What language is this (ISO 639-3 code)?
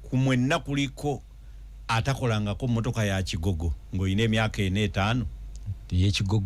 lug